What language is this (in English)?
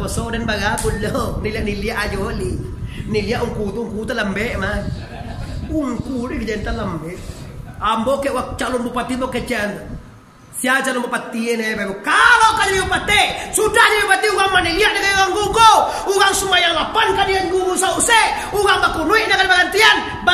Minangkabau